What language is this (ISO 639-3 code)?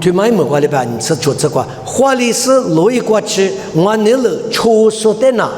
lis